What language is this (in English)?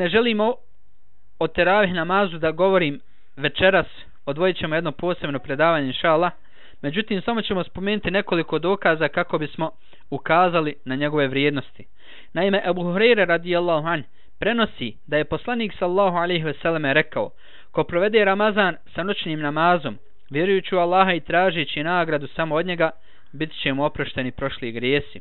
Bosnian